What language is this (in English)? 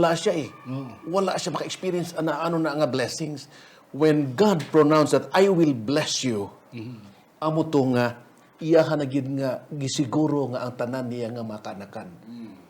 Hiligaynon